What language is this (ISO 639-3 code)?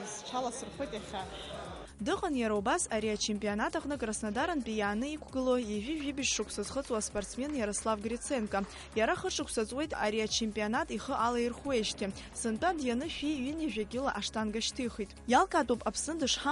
abk